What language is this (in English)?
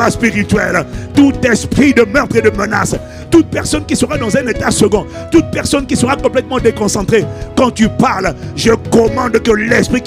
French